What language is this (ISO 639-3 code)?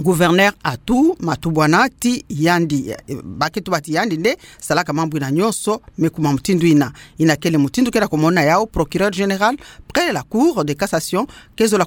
ktu